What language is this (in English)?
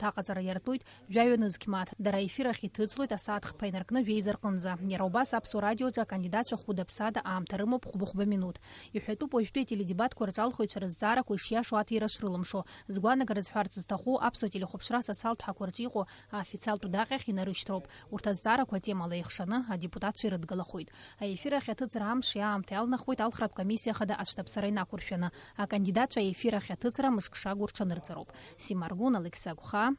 Abkhazian